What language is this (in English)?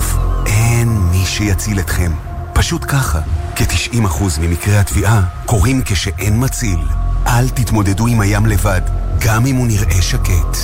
Hebrew